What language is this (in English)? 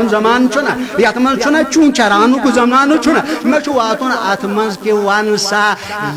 Kashmiri